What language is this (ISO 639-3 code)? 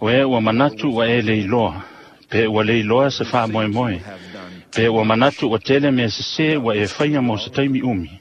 smo